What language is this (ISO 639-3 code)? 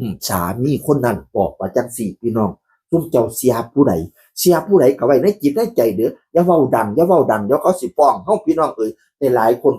tts